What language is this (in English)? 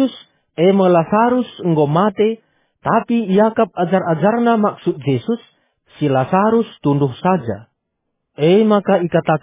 Batak Karo